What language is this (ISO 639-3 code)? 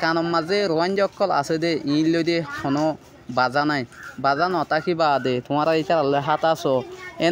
rhg